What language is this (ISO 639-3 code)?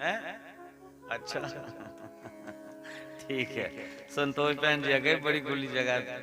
doi